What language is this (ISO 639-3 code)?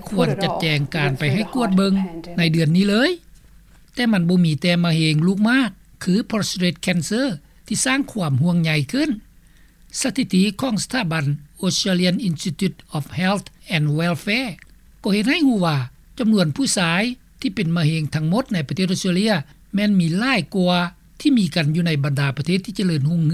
lao